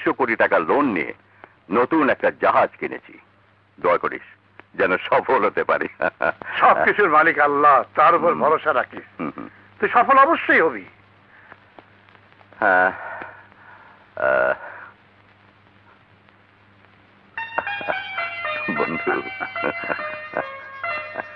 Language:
Bangla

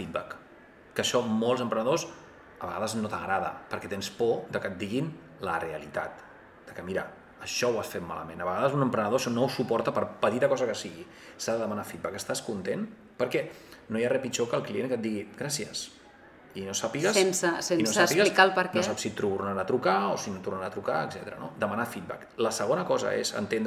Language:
Catalan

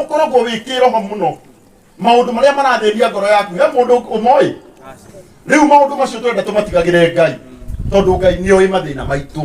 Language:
Kikuyu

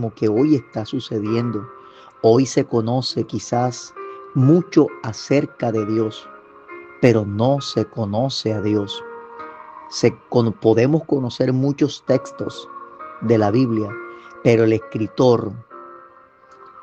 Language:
Spanish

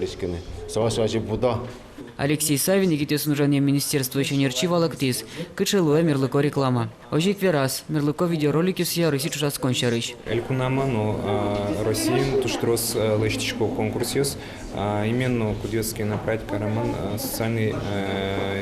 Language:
Udmurt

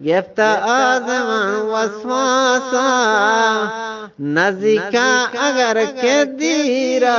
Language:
Eastern Balochi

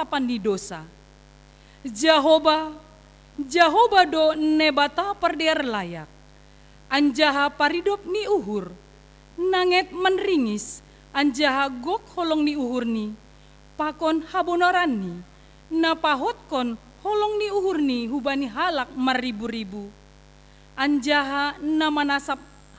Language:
Batak Simalungun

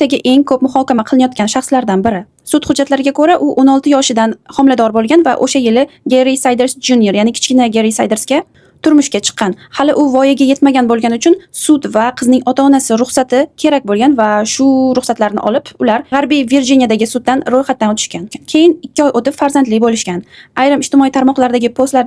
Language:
Uzbek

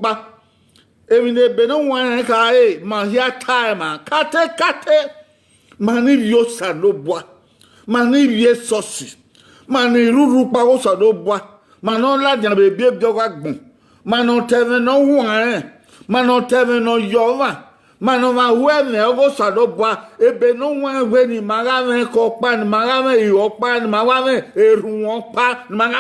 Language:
Bini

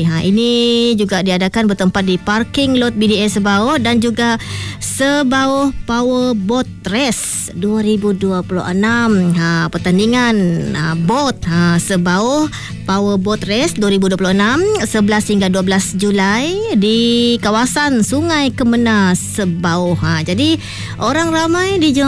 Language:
Malay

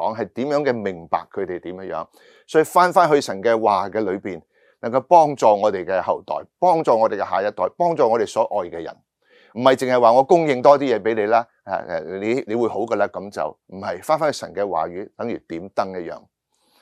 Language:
Cantonese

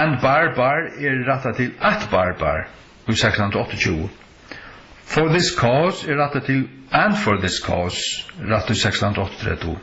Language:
Faroese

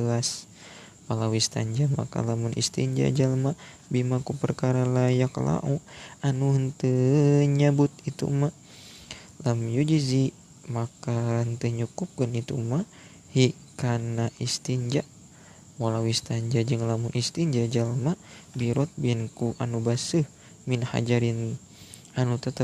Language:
Sundanese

